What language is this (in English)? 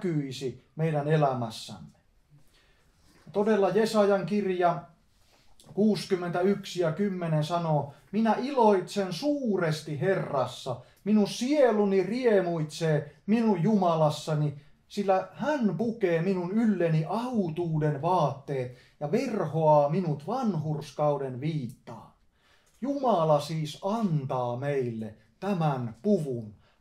Finnish